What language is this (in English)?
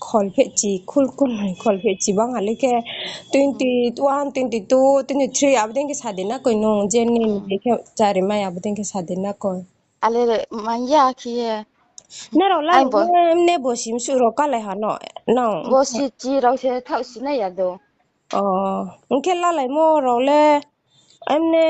Riang (India)